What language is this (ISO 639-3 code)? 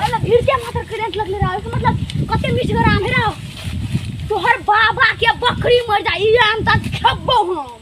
mai